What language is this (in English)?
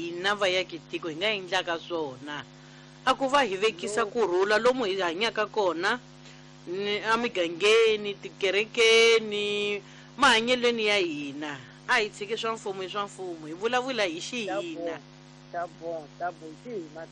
Tsonga